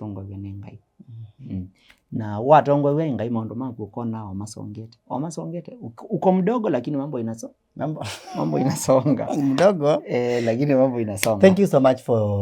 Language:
Kamba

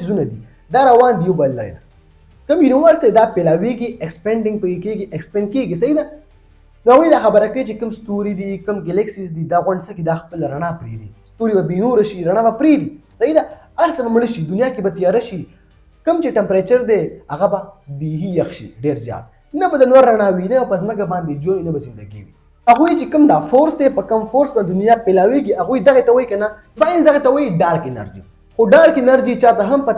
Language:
Pashto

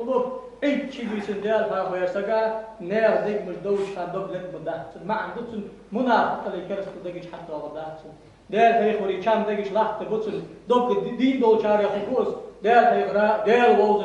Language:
Ingush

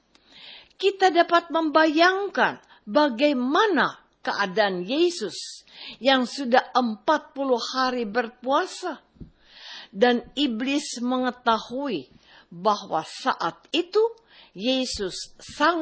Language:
Indonesian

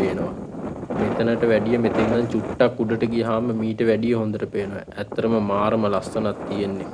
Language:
Sinhala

